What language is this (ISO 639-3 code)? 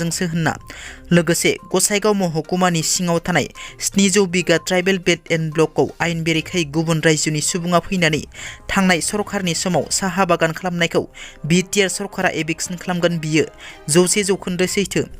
brx